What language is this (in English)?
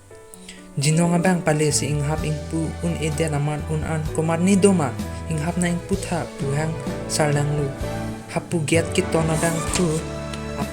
Karbi